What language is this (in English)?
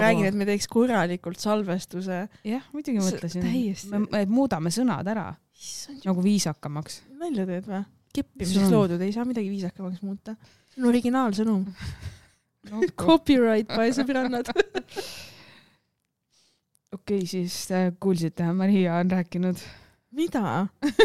Estonian